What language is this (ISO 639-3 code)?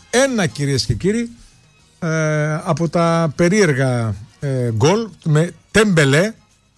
ell